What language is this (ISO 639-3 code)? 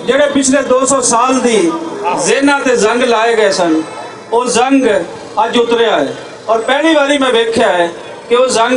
lah